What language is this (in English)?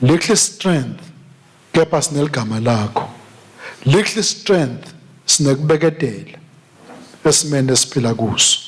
Swati